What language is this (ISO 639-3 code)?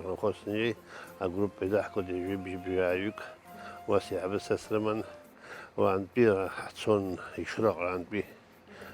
abk